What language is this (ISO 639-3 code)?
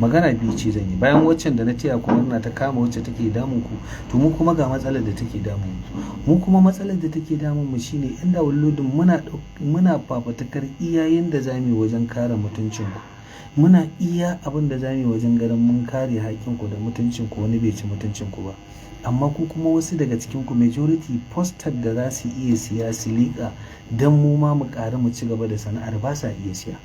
hau